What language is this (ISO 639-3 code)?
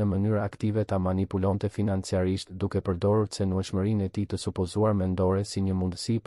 sqi